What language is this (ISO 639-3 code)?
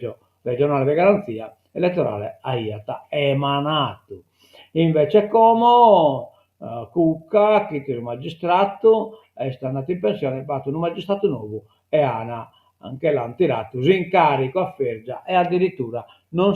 srd